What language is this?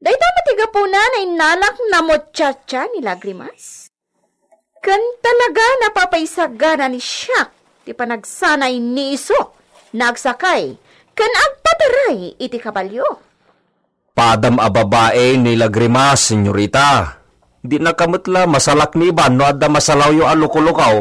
Iloko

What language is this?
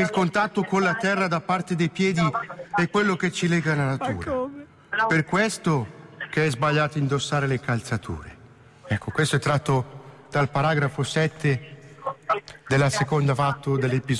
Italian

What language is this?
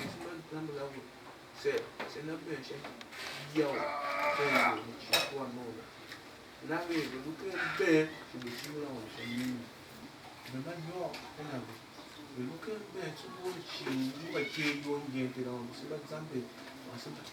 Tiv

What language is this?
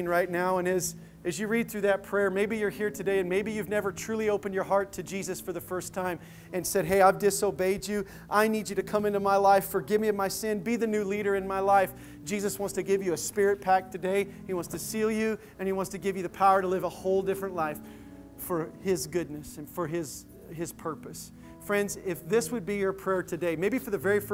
English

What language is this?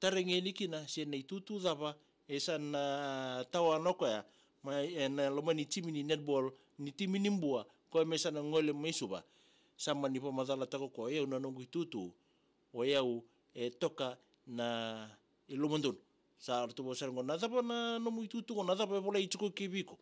Fijian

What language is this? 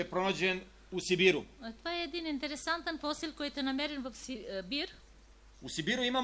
Serbian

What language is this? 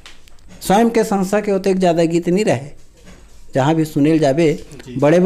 Chhattisgarhi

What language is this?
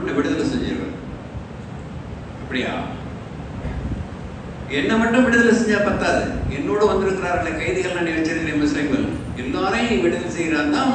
Tamil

